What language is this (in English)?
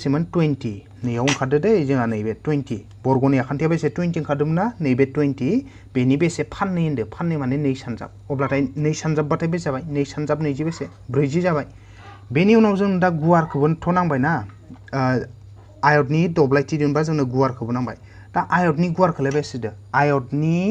Bodo